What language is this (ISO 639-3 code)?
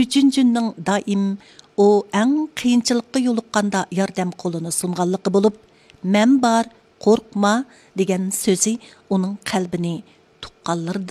uig